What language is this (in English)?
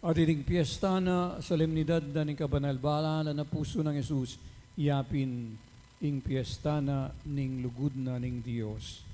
Pampanga